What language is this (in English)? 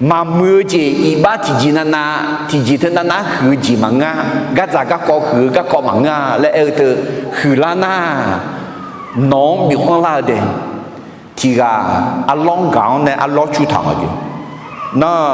Akha